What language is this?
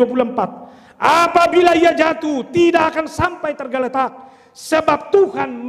Batak Toba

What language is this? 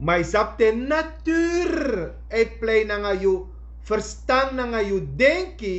Sranan Tongo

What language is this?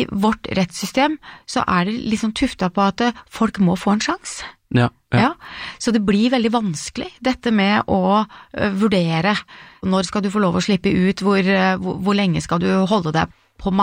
Norwegian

